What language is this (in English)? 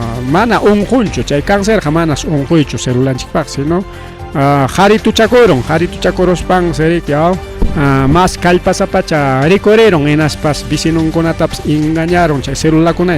Ayacucho Quechua